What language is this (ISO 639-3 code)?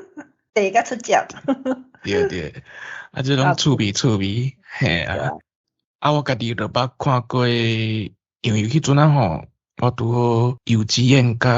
nan